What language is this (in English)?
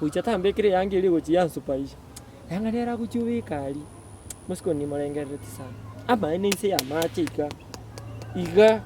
Gusii